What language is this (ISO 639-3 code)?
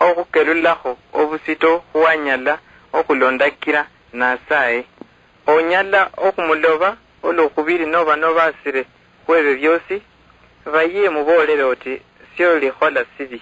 luy